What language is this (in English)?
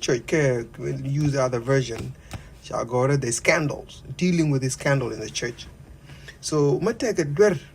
Nuer